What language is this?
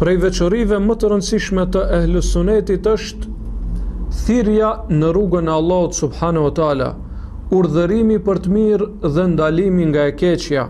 Albanian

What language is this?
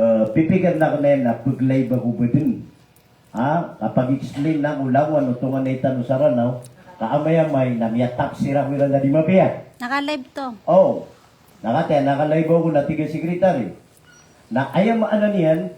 Maranao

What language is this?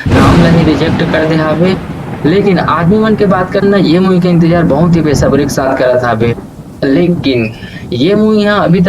Chhattisgarhi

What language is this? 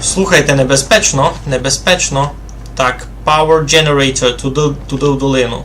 Rusyn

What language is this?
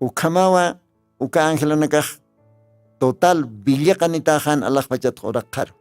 Aymara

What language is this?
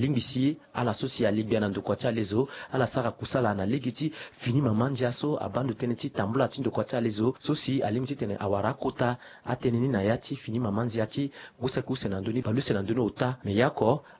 Sango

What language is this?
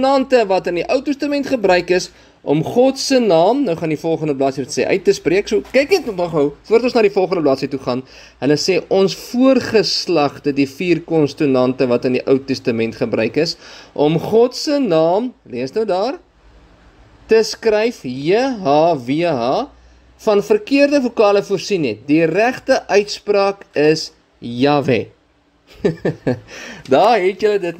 Afrikaans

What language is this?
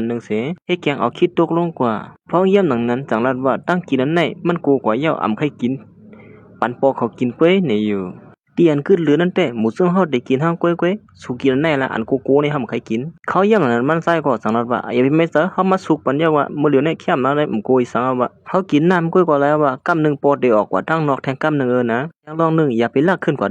Shan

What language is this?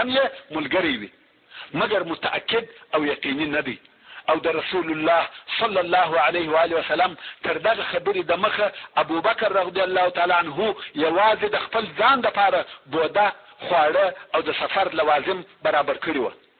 Pashto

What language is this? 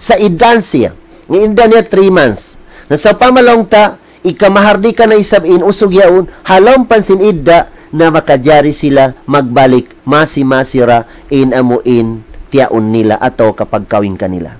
Tausug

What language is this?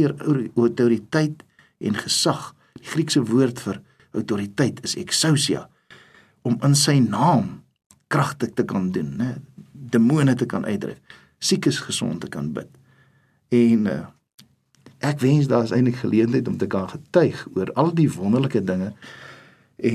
Afrikaans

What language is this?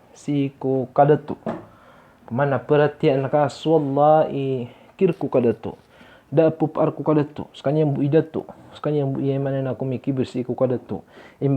Maranao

